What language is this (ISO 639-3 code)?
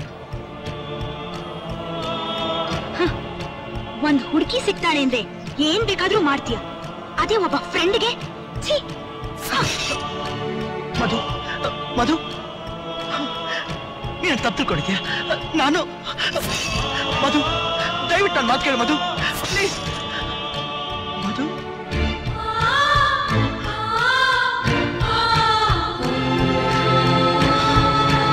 kan